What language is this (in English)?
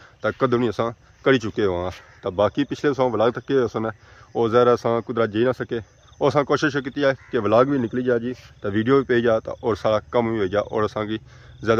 Pahari-Potwari